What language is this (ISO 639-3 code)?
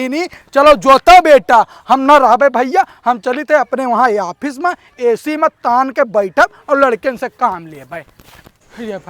awa